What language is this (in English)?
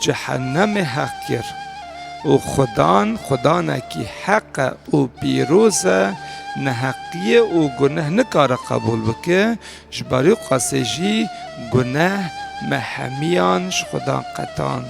Kurdish